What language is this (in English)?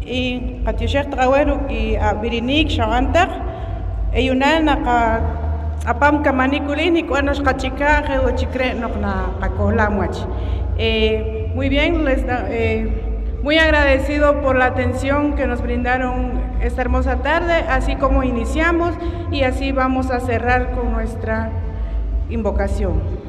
Poqomchi'